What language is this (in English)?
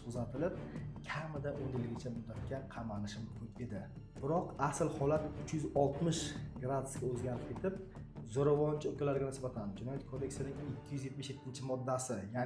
Uzbek